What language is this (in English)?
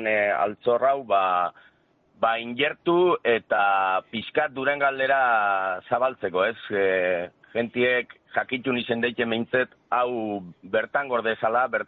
Basque